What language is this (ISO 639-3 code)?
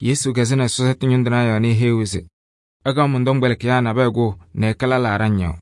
kbp